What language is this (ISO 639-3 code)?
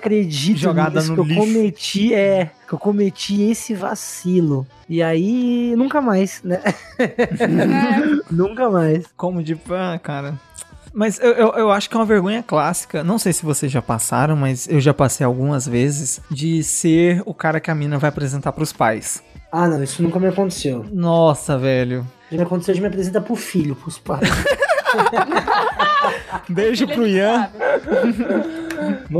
por